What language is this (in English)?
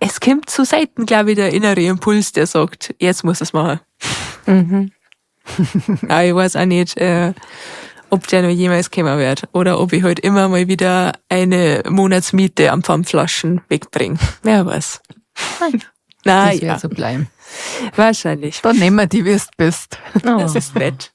Bavarian